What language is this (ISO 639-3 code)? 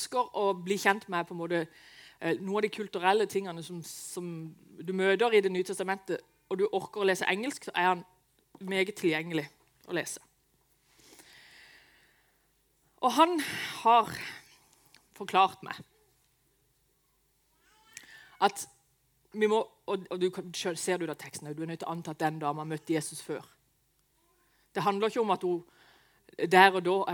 nor